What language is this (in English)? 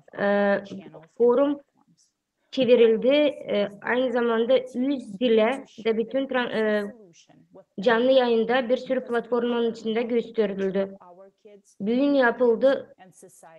Gagauz